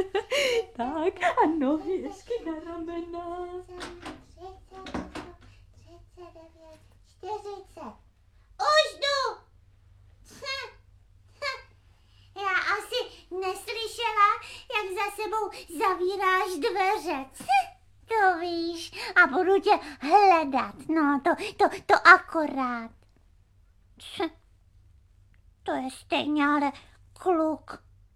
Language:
Czech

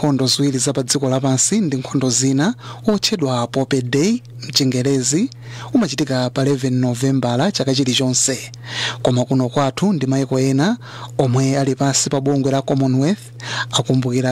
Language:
Nyanja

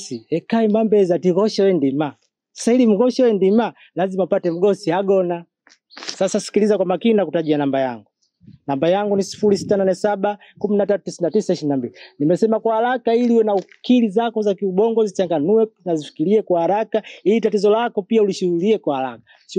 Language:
Swahili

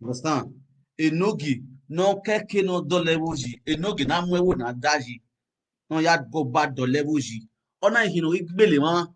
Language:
Nigerian Pidgin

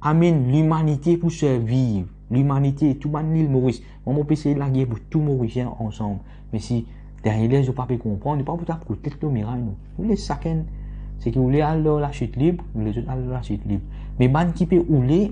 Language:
Morisyen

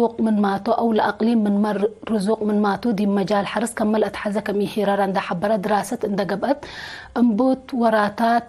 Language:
Tigre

